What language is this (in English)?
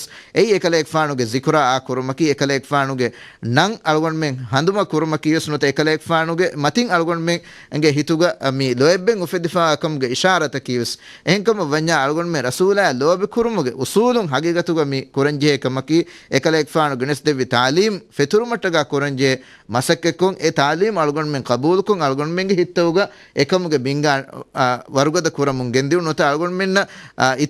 Divehi